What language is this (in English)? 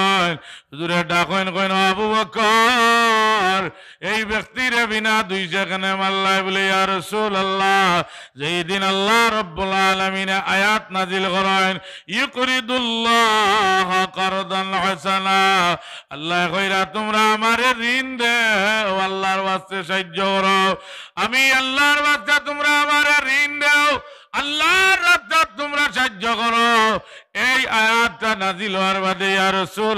Sylheti